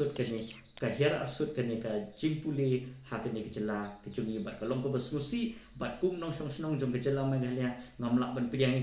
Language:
Khasi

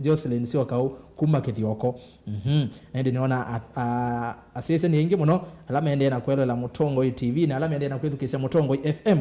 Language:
Kamba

